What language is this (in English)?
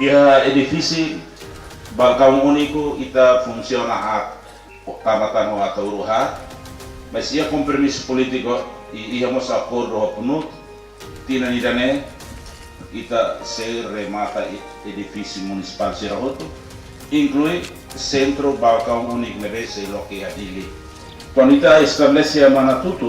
Tetum